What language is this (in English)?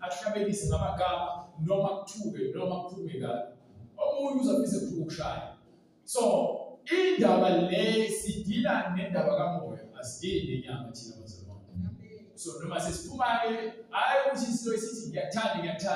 Zulu